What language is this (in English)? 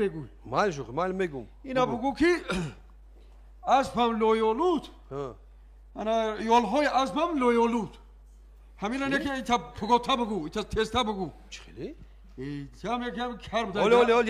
Tajik